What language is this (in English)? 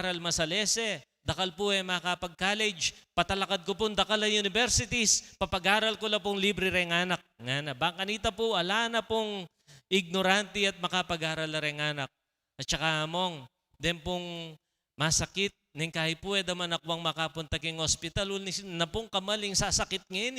Pampanga